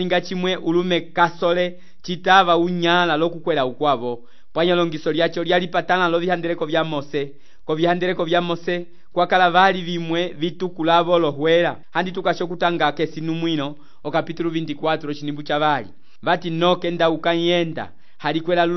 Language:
Umbundu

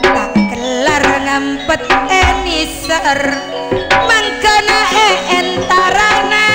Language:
Madurese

